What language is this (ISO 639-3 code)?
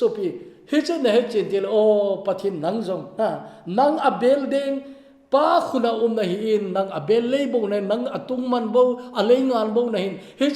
tcz